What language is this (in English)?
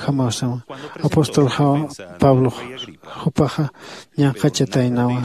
Aymara